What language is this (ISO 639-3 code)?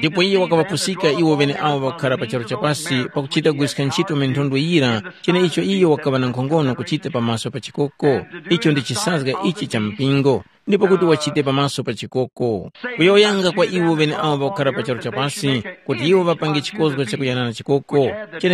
tum